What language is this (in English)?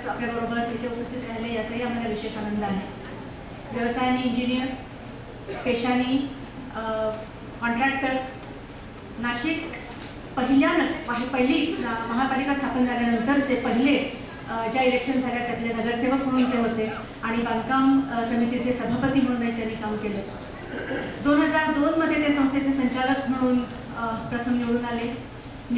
Marathi